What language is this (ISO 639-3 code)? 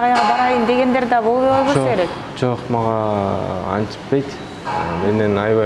kir